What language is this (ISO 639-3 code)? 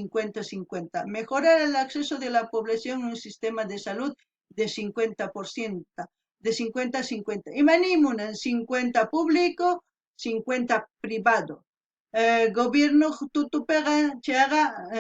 quh